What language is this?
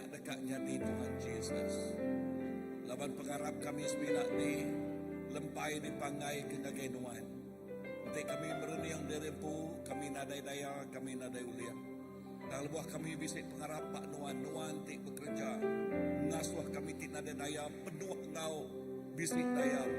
Iban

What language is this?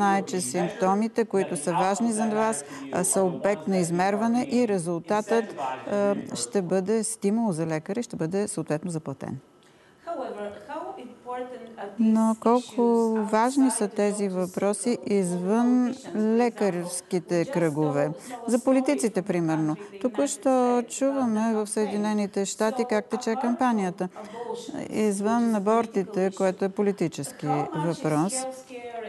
Bulgarian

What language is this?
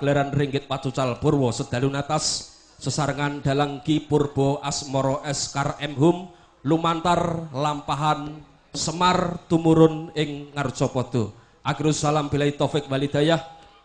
Javanese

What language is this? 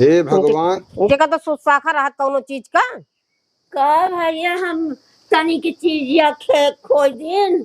Awadhi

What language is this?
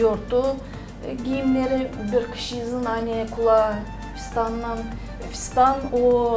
Gagauz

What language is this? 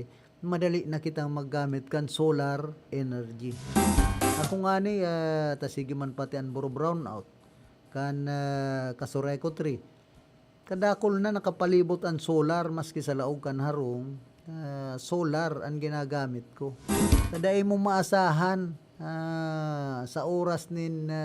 Bikol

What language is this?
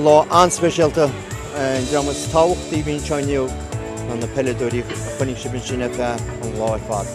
Irish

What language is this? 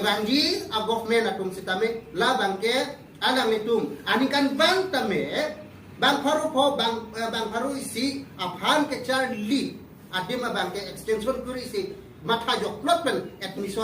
Karbi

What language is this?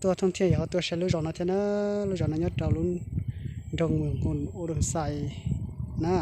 Hmong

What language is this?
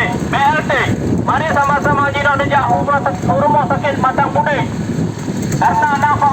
Achinese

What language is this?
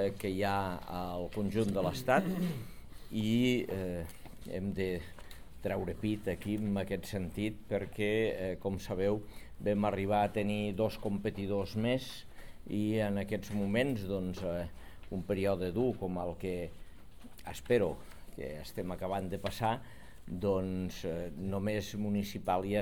Catalan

